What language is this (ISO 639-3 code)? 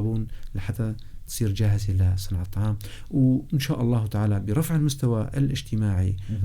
apc